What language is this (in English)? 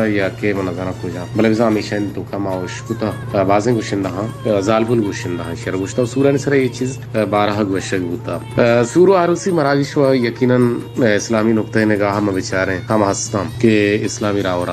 Baluchi